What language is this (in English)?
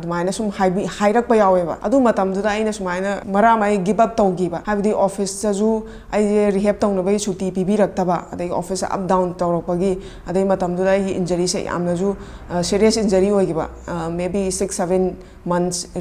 Manipuri